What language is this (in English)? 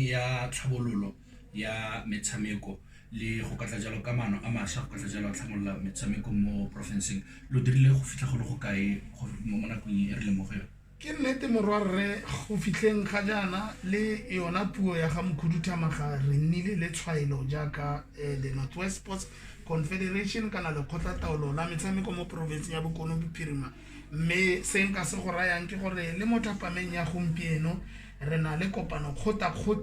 Tswana